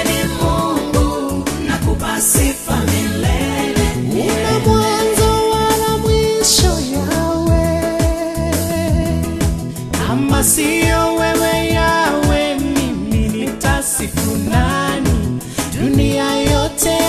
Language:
Swahili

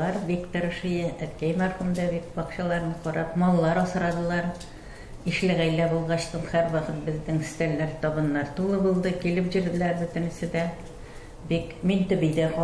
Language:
Tatar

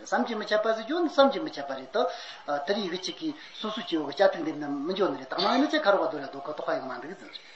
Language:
Tibetan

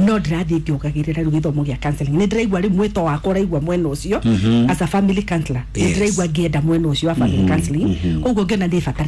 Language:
Kikuyu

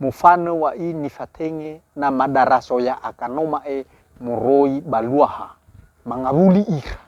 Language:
Nias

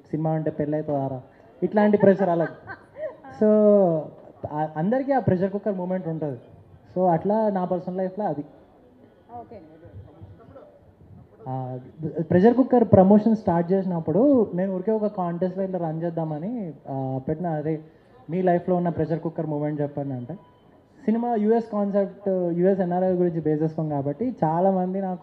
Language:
Telugu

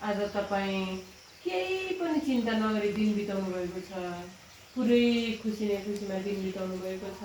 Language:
Nepali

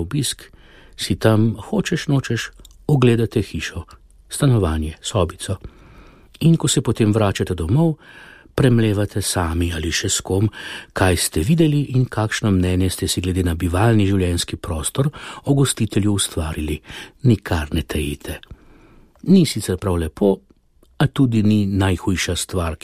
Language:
Slovenian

